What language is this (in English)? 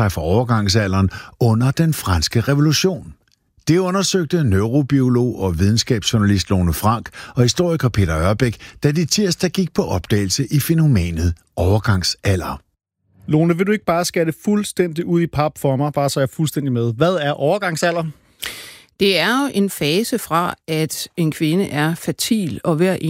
Danish